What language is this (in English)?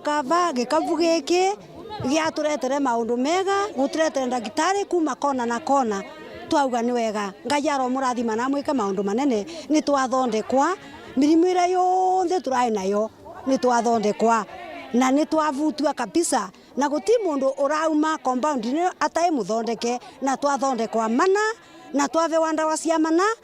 Meru